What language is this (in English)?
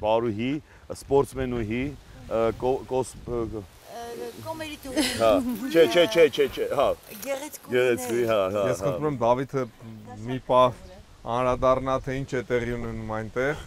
Armenian